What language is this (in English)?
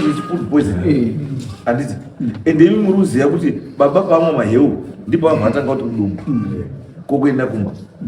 Shona